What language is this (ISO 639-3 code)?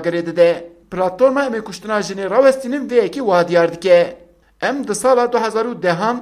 kur